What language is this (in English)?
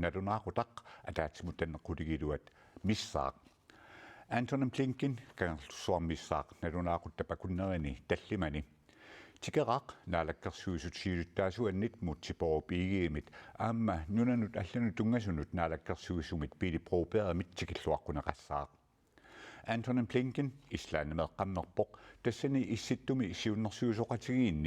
Kalaallisut